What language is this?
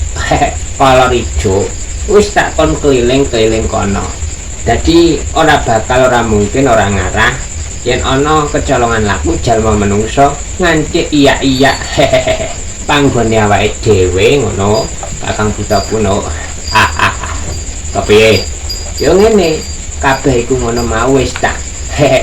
Javanese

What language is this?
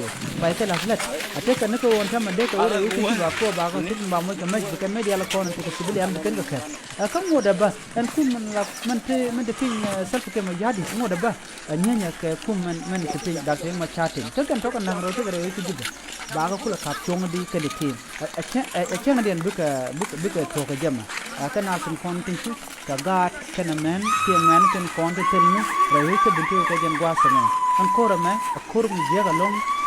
Nuer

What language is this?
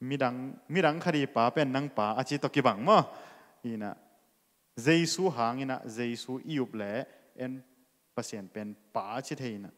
Tedim Chin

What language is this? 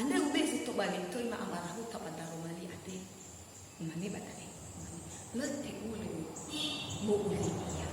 Nias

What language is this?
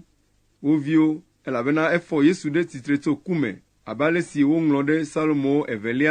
Ewe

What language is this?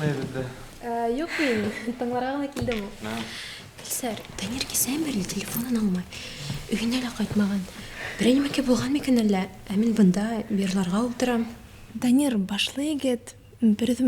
Bashkir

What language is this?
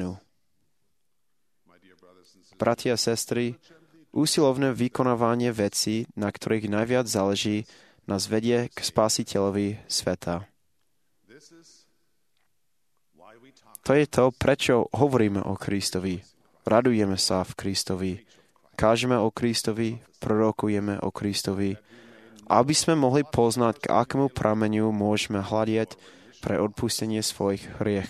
Slovak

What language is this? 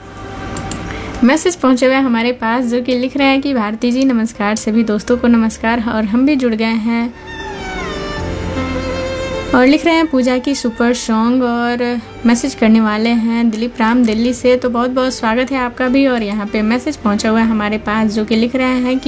Hindi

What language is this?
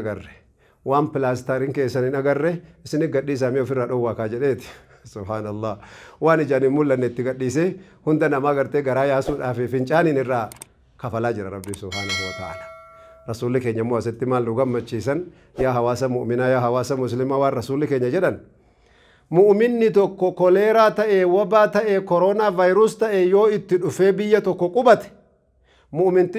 Oromo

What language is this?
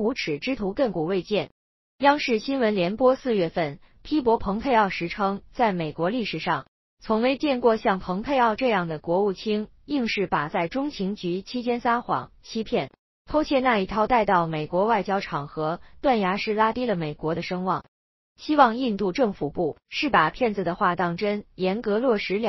Chinese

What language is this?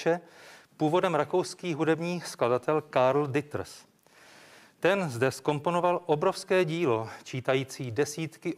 Czech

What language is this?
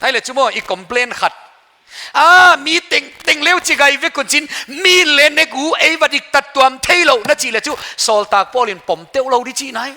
Paite Chin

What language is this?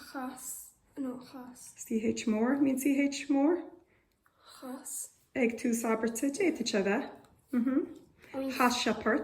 Irish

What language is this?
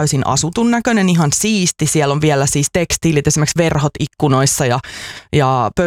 Finnish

